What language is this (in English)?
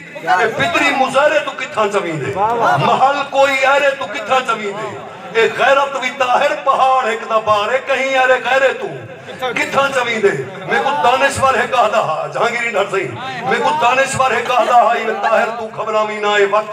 Saraiki